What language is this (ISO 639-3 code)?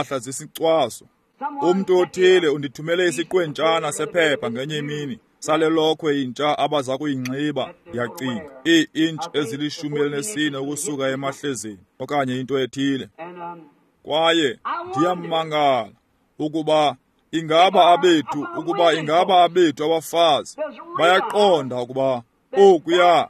xho